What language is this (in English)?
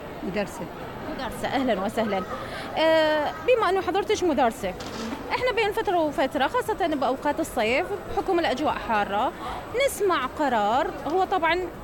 Mesopotamian Arabic